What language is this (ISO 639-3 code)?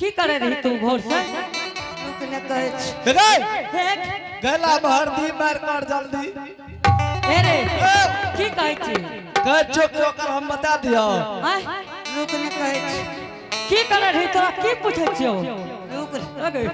anp